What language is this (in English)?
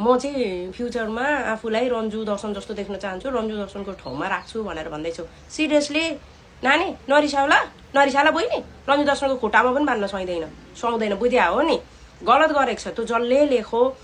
Nepali